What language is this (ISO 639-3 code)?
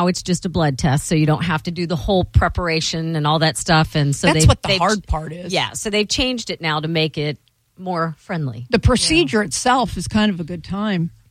eng